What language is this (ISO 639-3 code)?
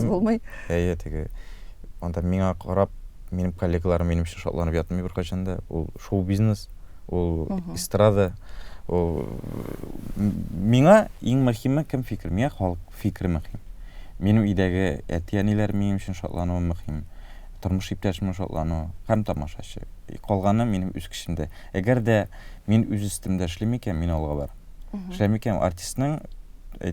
tat